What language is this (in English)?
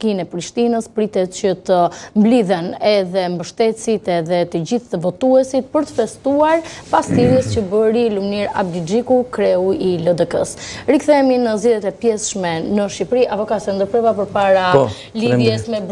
Albanian